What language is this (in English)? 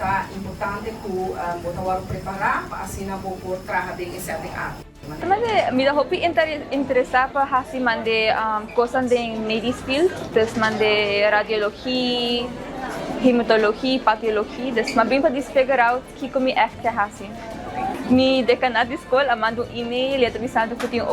Papiamento